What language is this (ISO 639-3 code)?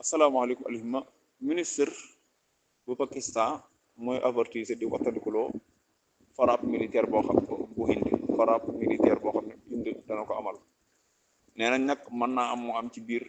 wol